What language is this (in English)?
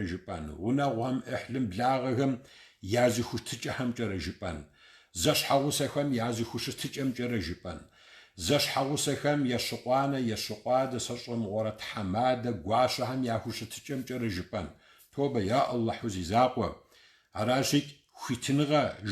Kabardian